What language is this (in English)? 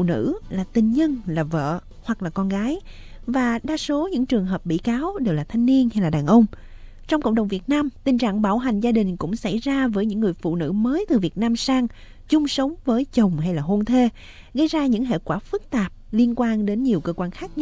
Vietnamese